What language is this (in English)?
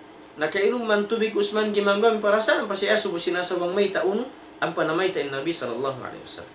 Tausug